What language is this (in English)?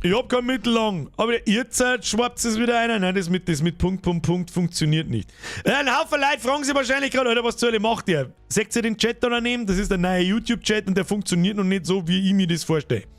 Bavarian